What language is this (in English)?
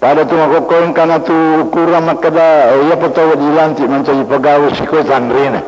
Buginese